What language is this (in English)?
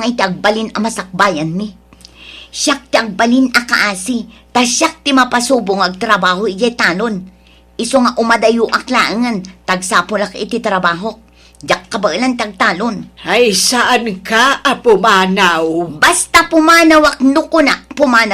Iloko